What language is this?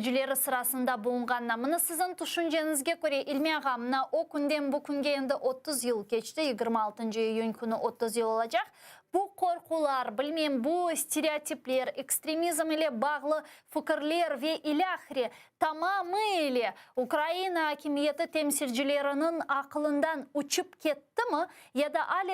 Crimean Tatar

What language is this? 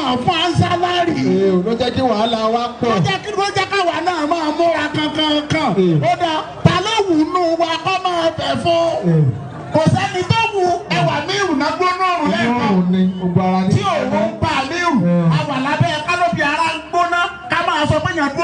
Yoruba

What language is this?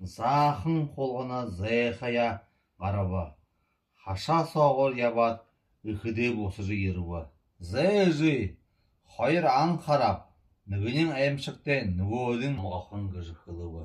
Buriat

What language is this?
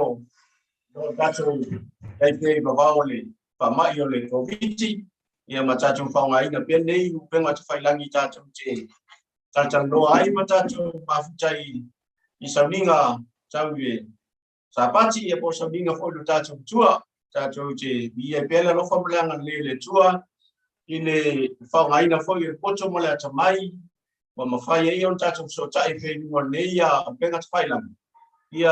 Samoan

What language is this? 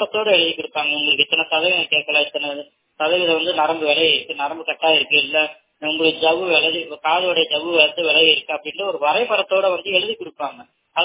Tamil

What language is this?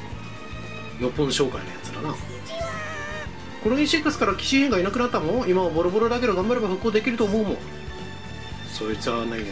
Japanese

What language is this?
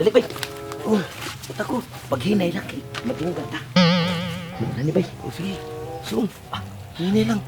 Cebuano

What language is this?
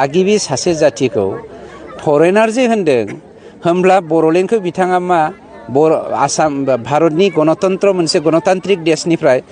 Bodo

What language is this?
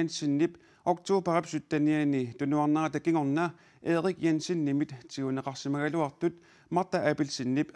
Kalaallisut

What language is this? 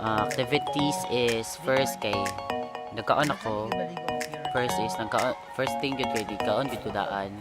Cebuano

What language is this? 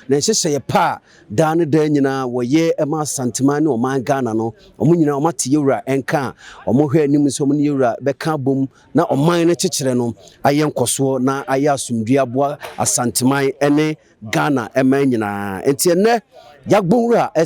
Akan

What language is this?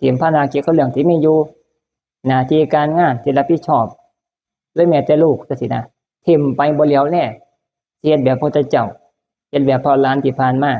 Northeastern Thai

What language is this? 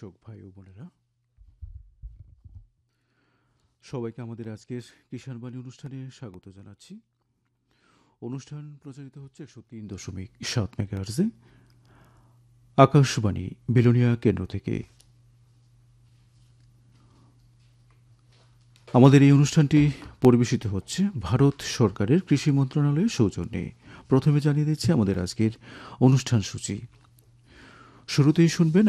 Bangla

